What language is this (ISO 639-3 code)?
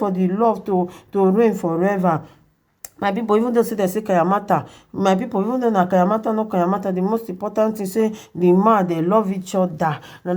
pcm